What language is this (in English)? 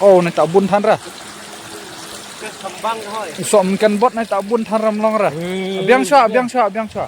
Khasi